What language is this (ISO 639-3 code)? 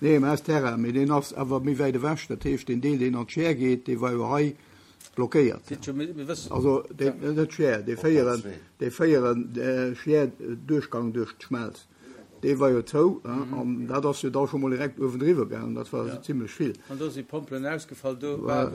ltz